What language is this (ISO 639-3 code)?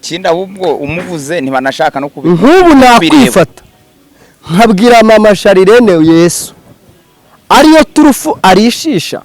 kin